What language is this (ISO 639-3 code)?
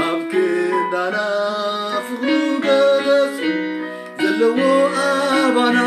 tir